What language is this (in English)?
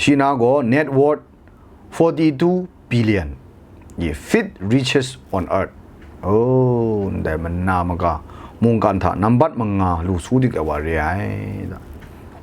Kachin